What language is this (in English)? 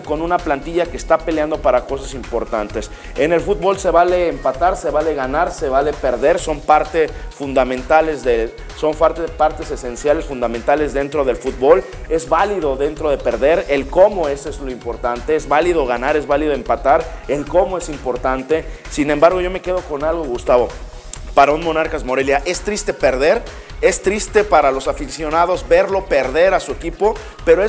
Spanish